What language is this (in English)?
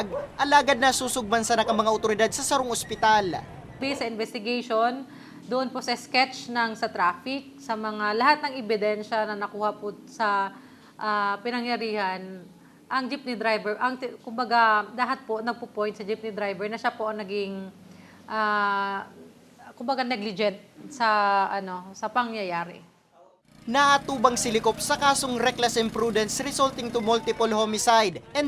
Bikol